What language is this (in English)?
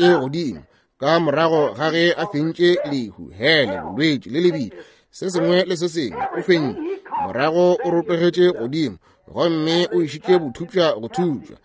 Northern Sotho